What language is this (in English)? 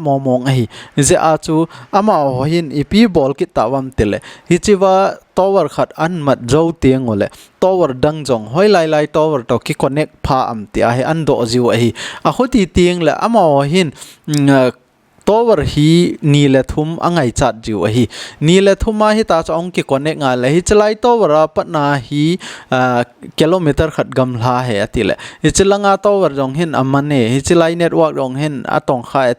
Thado Chin